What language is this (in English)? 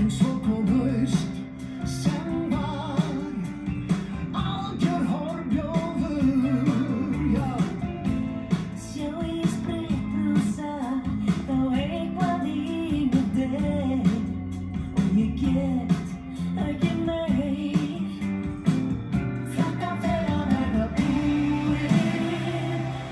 Icelandic